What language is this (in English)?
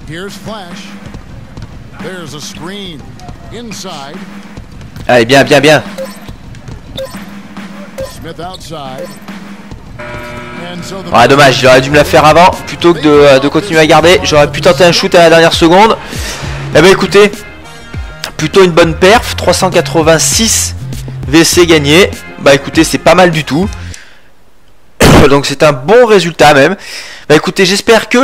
French